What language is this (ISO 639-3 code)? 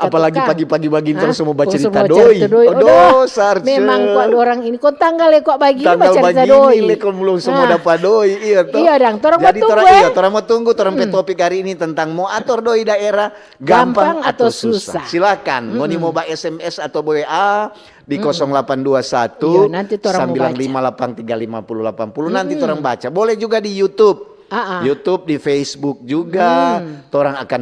xmm